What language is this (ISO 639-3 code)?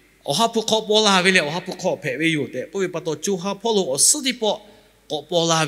lhu